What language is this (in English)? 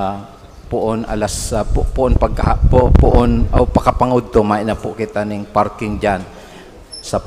Bikol